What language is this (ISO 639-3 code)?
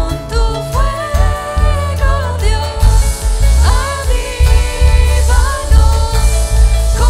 pdt